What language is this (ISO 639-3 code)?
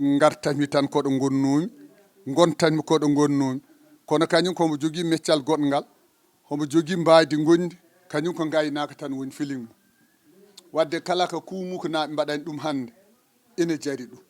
ful